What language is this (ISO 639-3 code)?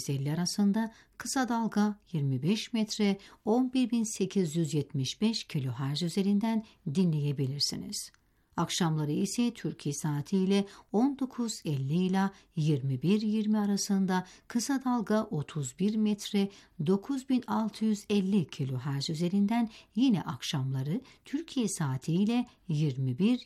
tur